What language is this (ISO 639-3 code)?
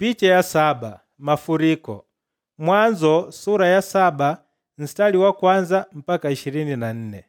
kde